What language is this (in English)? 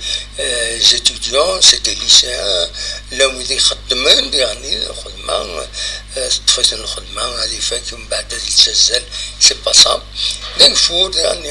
Kabyle